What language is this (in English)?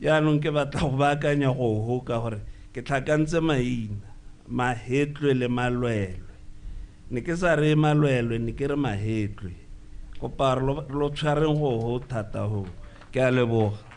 Tswana